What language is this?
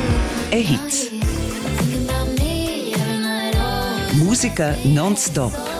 Italian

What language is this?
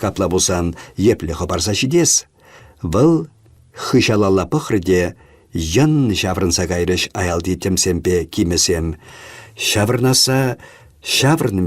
Chuvash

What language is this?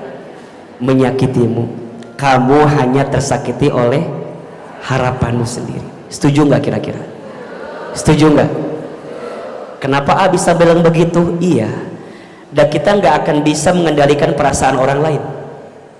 Indonesian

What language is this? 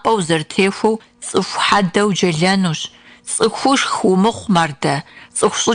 Kabardian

